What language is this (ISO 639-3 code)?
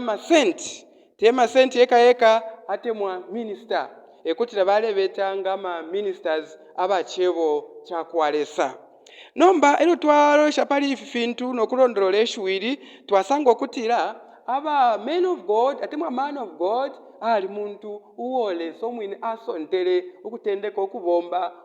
bem